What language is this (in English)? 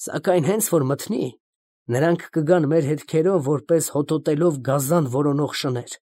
Armenian